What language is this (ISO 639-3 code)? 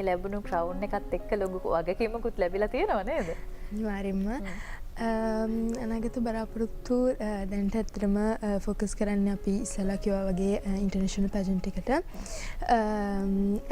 sin